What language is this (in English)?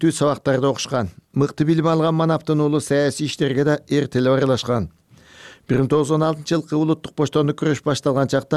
Kyrgyz